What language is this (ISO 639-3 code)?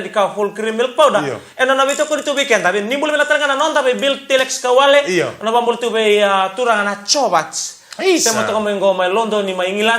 fij